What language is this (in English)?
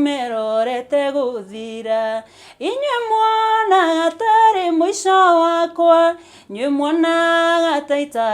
Kikuyu